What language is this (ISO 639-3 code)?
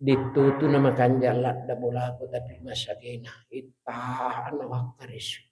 bug